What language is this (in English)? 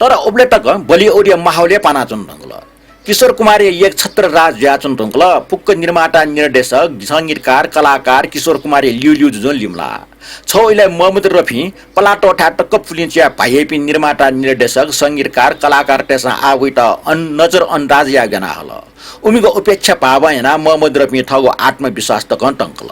Newari